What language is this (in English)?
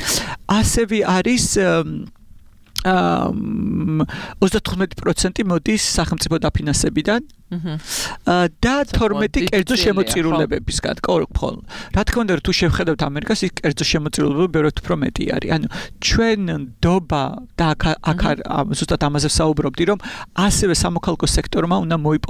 Georgian